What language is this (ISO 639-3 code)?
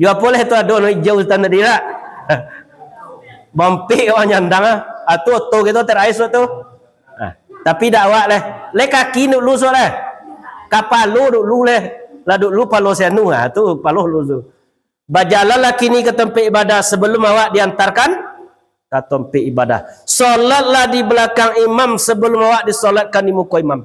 min